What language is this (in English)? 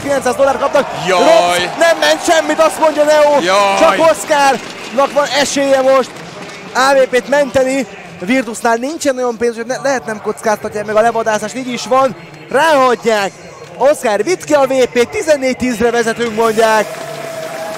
Hungarian